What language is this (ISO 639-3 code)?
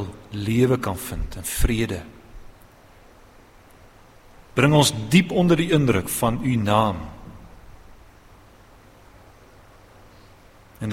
afr